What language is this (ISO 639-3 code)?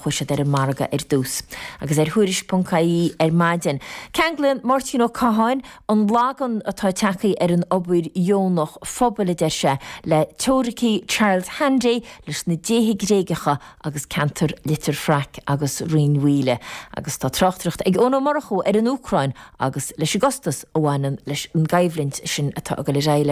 gle